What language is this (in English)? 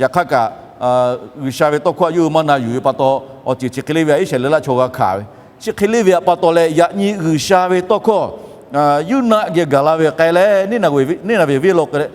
Lahu